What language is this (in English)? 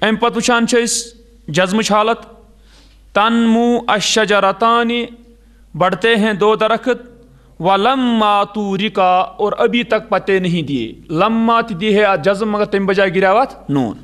Kashmiri